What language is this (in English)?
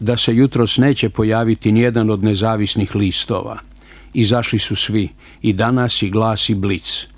Serbian